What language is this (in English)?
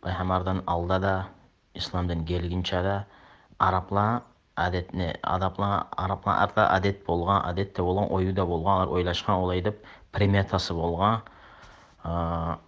Kumyk